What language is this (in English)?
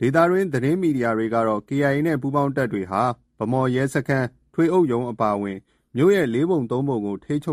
Burmese